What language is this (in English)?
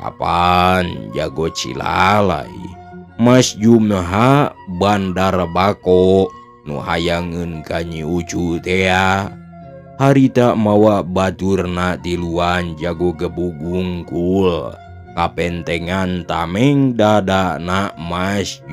Sundanese